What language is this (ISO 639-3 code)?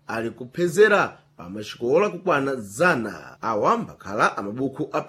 seh